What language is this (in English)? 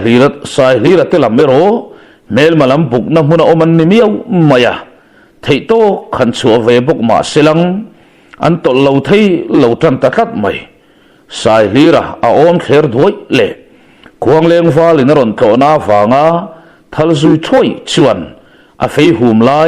Mizo